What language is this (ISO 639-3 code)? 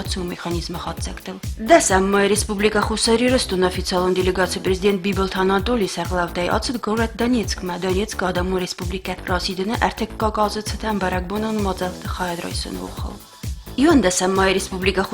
oss